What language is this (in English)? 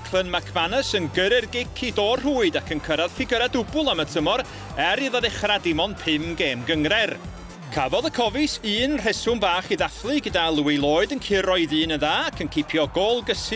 Welsh